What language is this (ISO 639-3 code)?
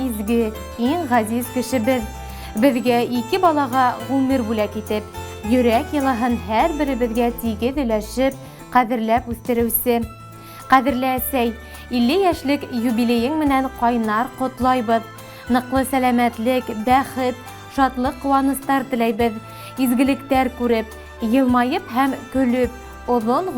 bak